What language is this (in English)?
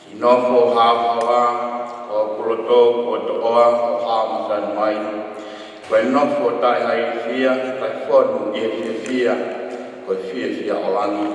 Tongan